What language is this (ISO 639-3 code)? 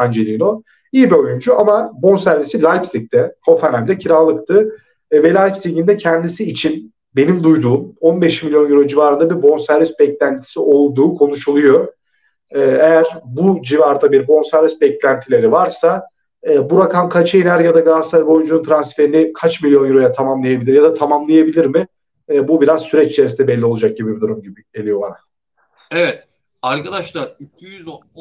tur